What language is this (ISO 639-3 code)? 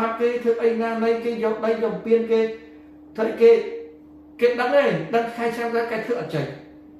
khm